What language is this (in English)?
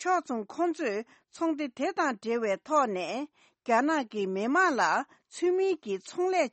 Tibetan